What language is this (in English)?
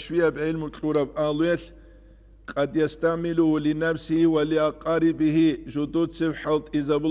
Avaric